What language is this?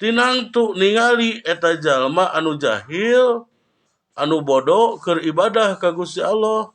Sundanese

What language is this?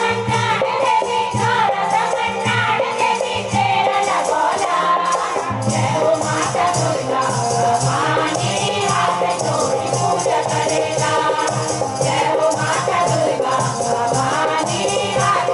Bhojpuri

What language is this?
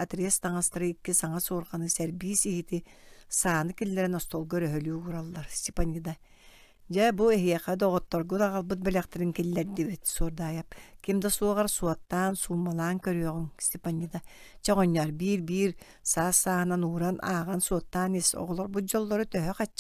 Yakut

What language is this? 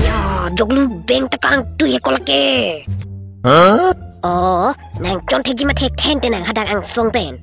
Karbi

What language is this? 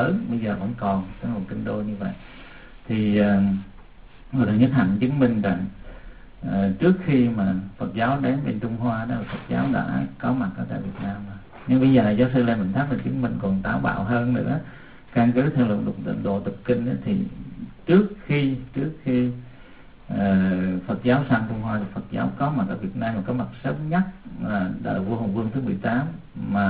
Vietnamese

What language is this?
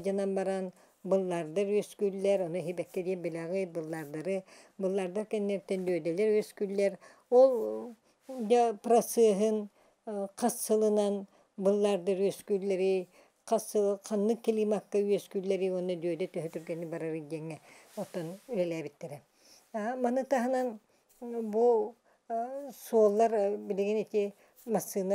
Yakut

